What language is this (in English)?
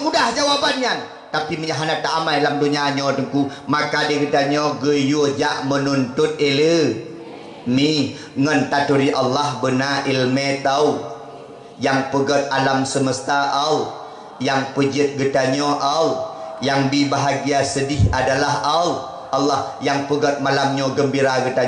Achinese